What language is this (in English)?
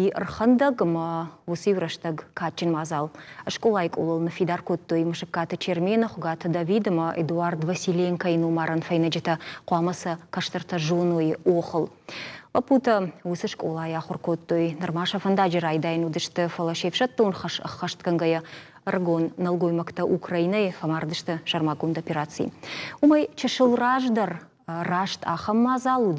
Ossetic